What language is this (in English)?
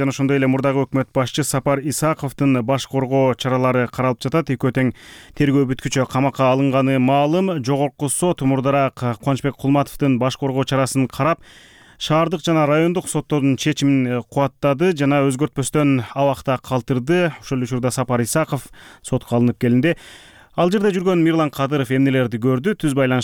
Kyrgyz